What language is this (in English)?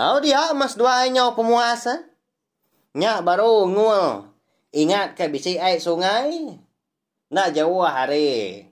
Iban